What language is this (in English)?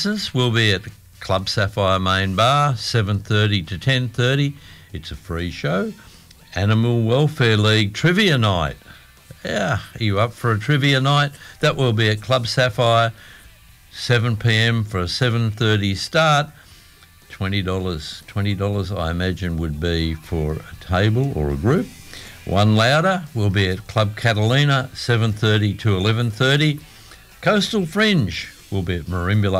English